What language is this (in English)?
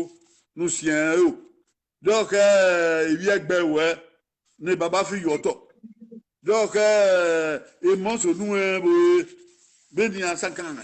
Bini